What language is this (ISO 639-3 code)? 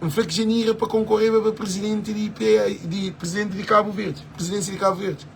kea